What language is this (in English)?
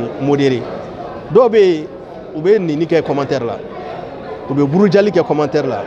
Bambara